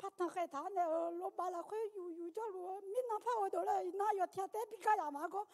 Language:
Akha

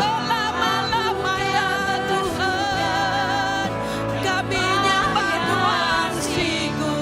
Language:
Iban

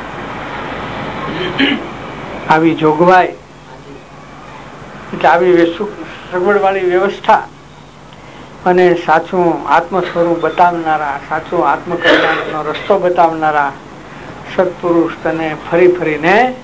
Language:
Gujarati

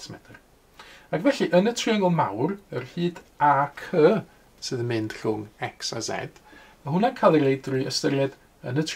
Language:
Welsh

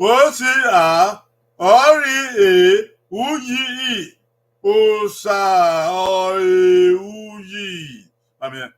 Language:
Bini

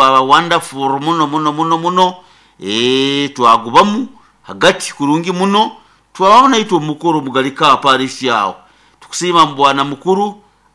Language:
Nyoro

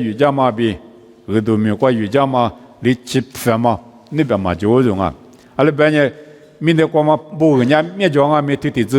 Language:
Lisu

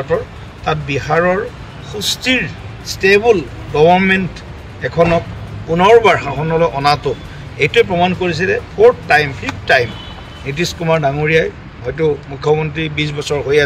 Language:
Assamese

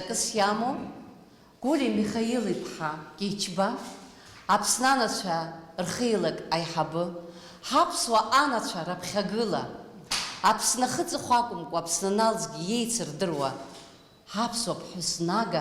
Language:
Abkhazian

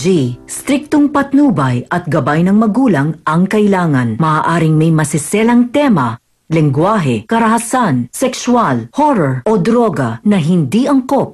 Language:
Filipino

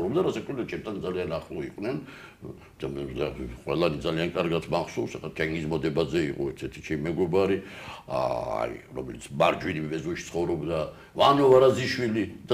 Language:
Georgian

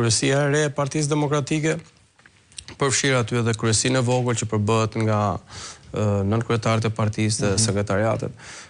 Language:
Albanian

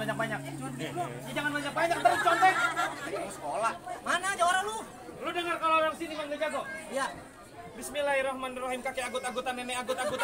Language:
Betawi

